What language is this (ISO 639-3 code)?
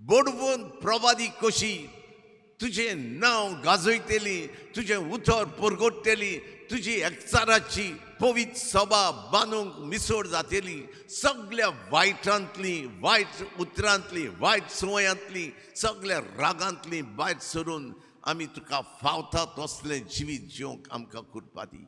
kok